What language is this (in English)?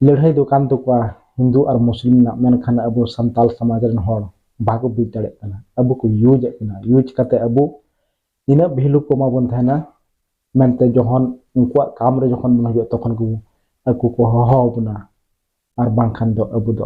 Santali